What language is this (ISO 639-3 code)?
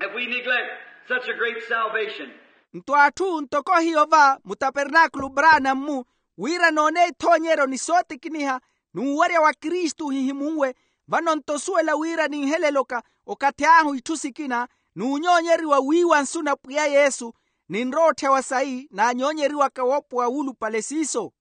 vmw